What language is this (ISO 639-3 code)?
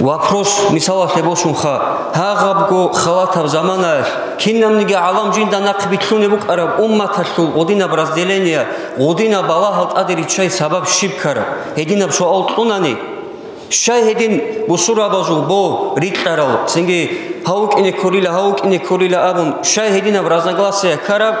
ava